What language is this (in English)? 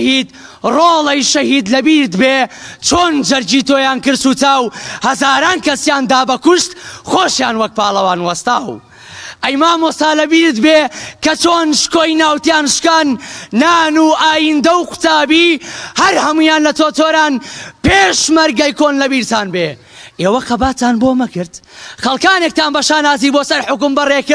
Central Kurdish